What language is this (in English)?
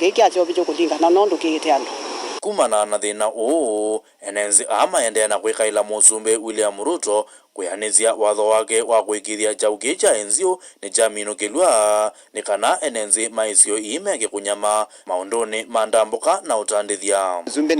Kamba